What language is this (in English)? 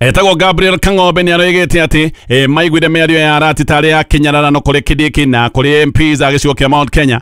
Kikuyu